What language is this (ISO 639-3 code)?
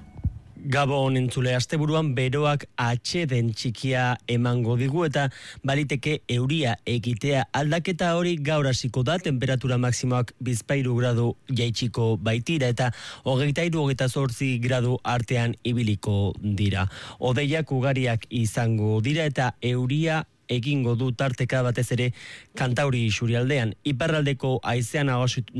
eus